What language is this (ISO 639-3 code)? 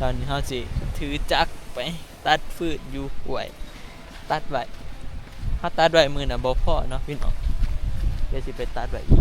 tts